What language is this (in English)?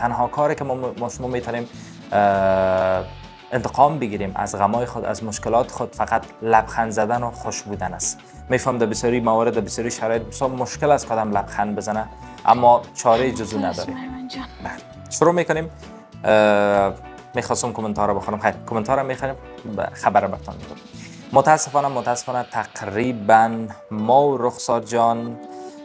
Persian